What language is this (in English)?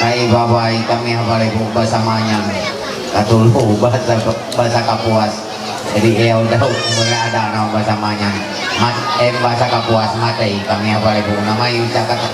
Ma'anyan